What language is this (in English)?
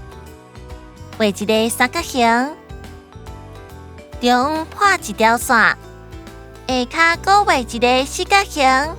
Min Nan Chinese